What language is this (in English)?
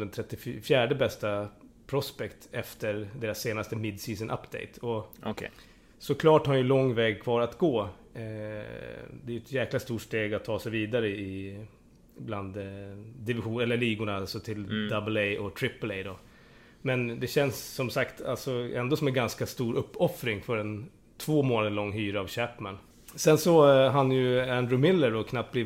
Swedish